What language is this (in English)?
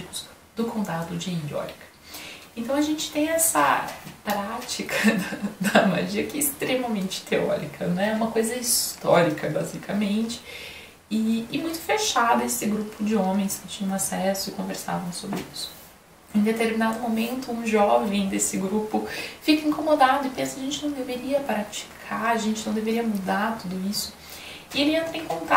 Portuguese